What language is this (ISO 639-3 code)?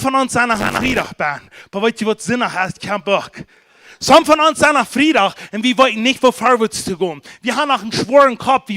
pdt